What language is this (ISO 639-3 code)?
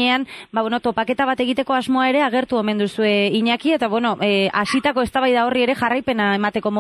eus